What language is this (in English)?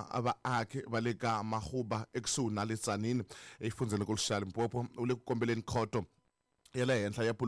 Tsonga